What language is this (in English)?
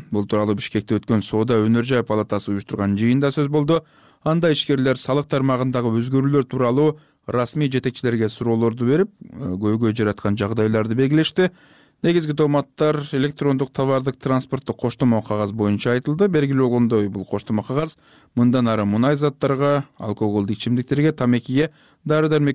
Kyrgyz